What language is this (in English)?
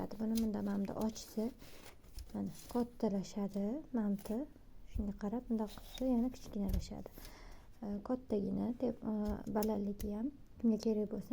Uzbek